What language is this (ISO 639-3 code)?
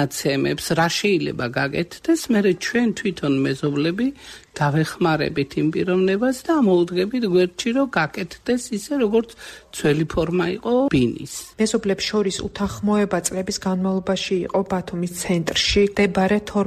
kat